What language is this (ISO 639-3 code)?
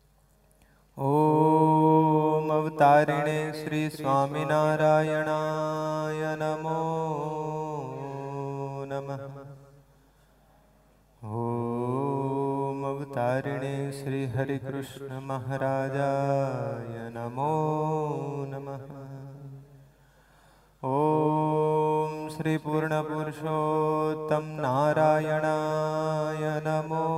guj